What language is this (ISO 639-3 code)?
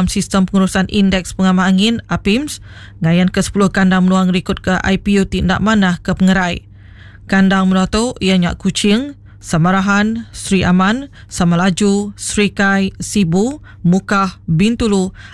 iba